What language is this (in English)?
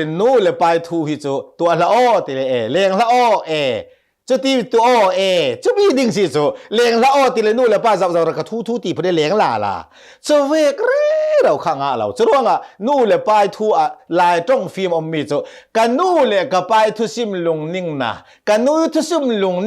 Hakha Chin